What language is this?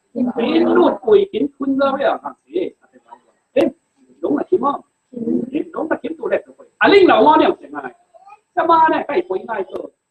Falam Chin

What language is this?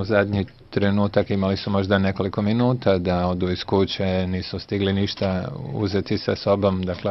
Bosnian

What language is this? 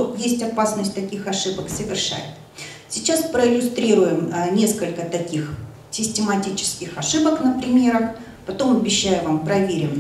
Russian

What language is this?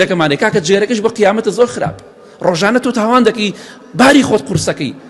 Central Kurdish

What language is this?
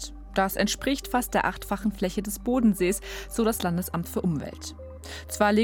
German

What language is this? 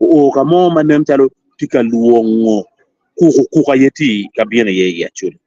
Acoli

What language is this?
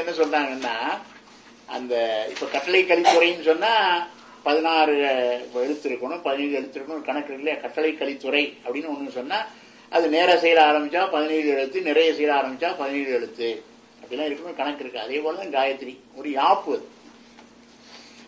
Tamil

